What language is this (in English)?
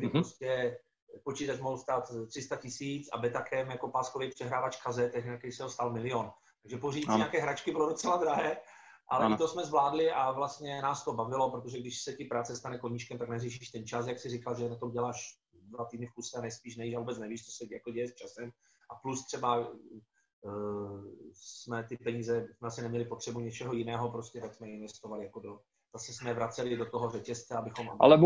Czech